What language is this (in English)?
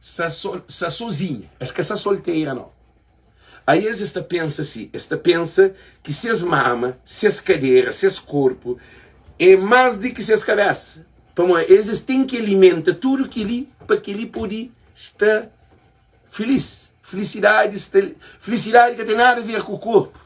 Kabuverdianu